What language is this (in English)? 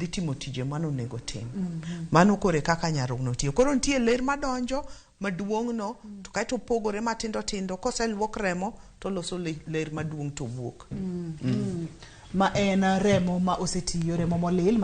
Luo (Kenya and Tanzania)